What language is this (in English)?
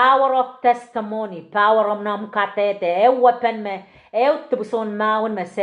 Pohnpeian